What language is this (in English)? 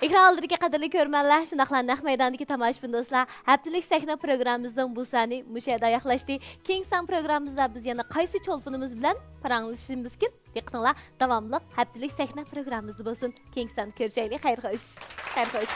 Uyghur